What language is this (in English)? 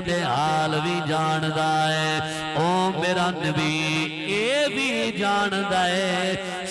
Saraiki